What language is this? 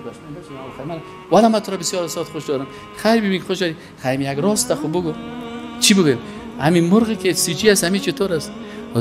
Persian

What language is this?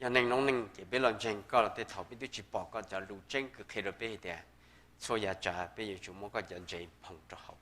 Hmong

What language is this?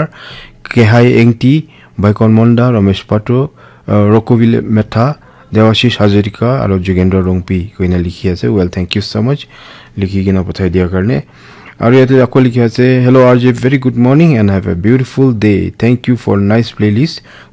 Naga Pidgin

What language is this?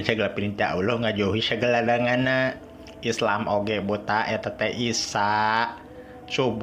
Sundanese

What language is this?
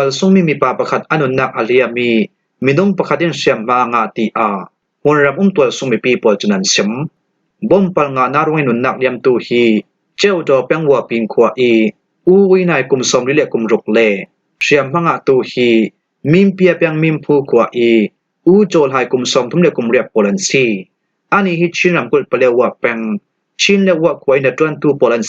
Falam Chin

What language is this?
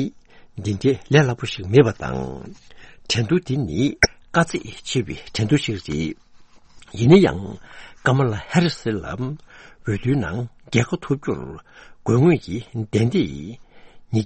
Tibetan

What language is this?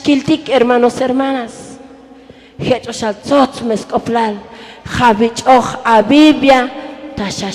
Tzotzil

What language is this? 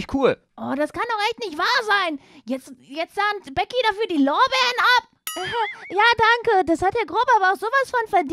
German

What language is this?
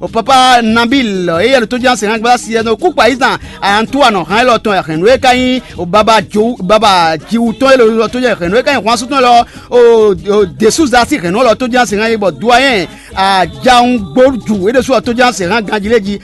Fon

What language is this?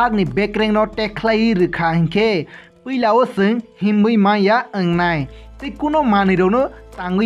Kok Borok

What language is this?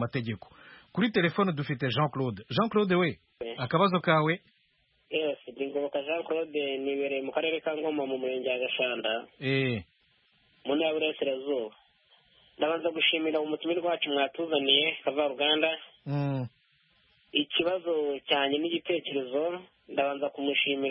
Kinyarwanda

